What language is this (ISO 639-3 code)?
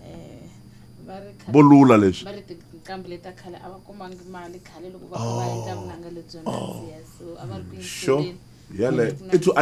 tso